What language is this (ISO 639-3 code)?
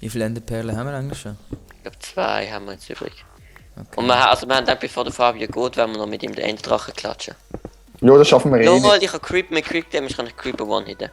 gsw